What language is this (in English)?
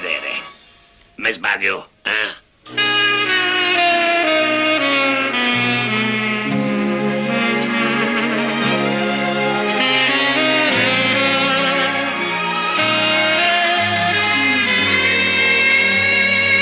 Italian